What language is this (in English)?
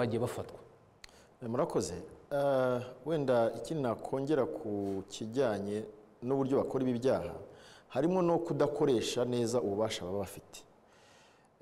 Kinyarwanda